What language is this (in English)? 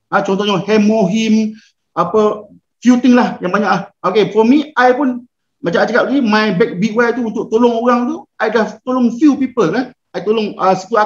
Malay